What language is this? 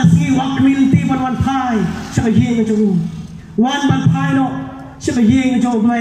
Khasi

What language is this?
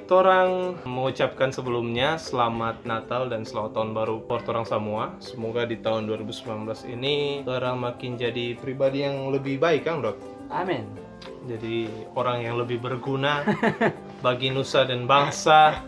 Manado Malay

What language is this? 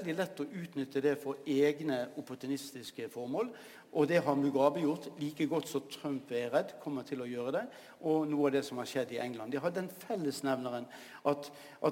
Norwegian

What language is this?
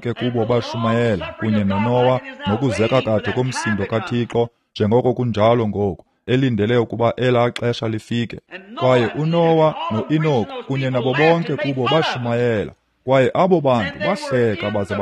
Xhosa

